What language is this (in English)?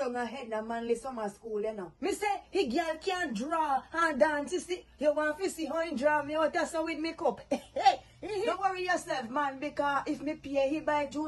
Jamaican Creole English